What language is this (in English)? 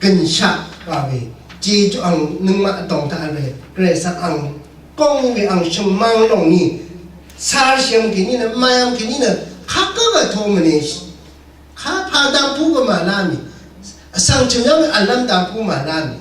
Rawang